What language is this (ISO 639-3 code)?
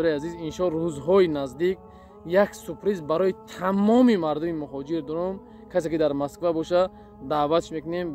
tgk